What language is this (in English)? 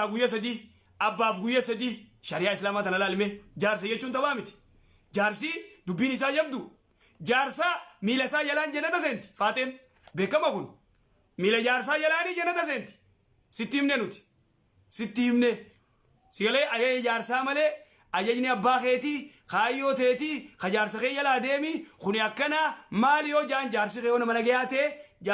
Oromo